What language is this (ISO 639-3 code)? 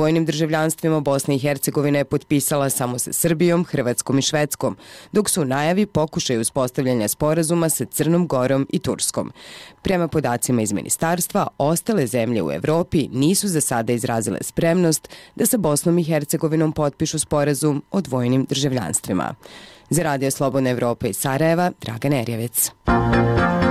bos